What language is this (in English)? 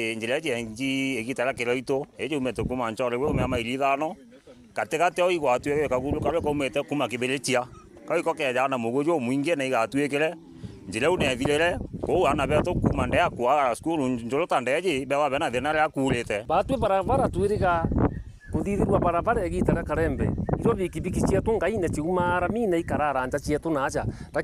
Meru